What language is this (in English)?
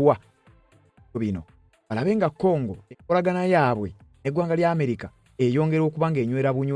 Ganda